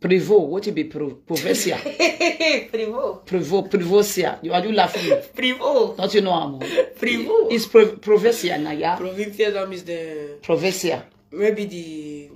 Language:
Nigerian Pidgin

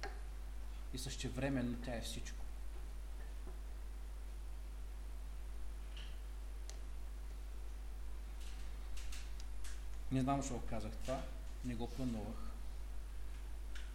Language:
Bulgarian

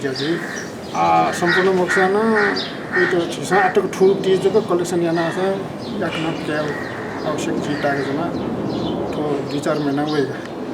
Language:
Newari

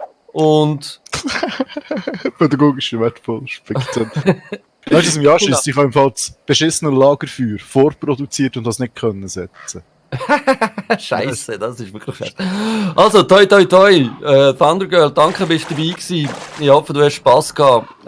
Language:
Swiss German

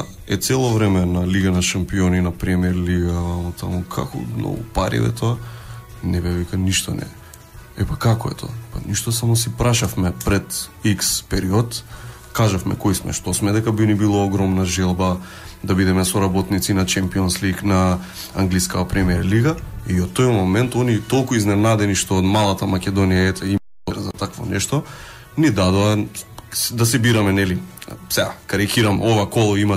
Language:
Macedonian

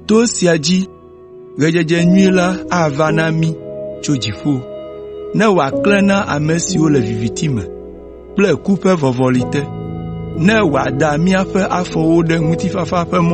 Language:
Ewe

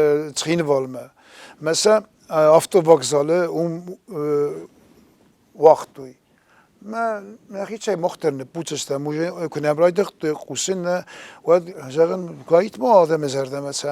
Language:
Ossetic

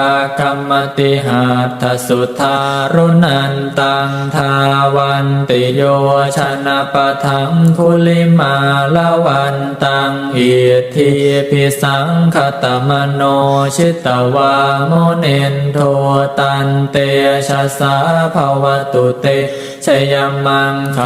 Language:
Pali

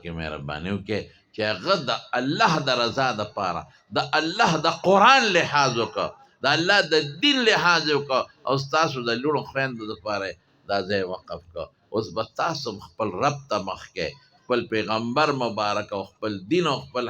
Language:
Pashto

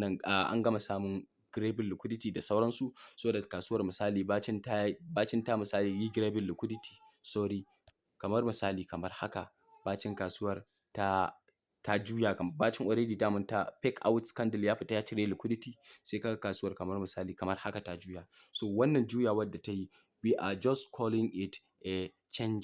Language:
Hausa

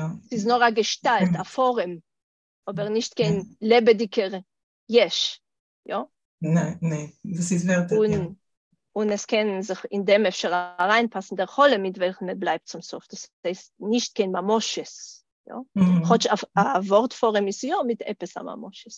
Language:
Yiddish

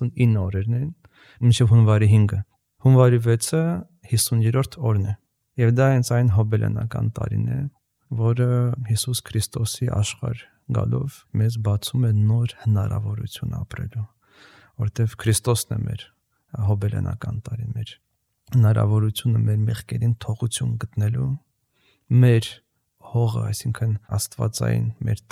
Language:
Armenian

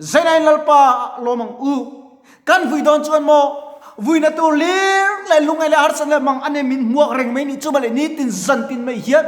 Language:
Mizo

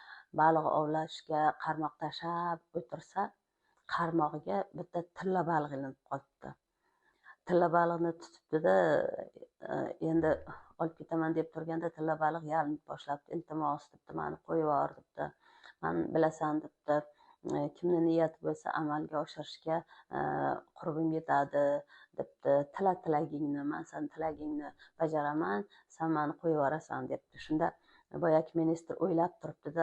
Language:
Uzbek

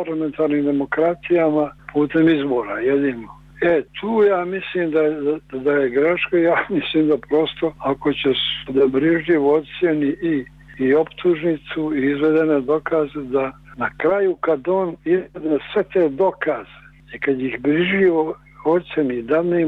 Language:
Bosnian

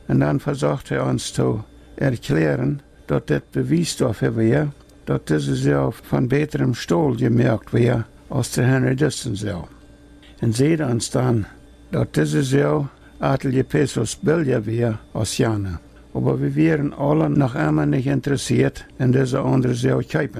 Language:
Plautdietsch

